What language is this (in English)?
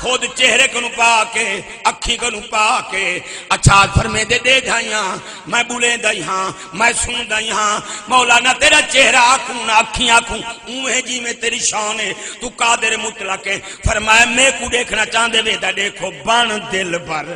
Saraiki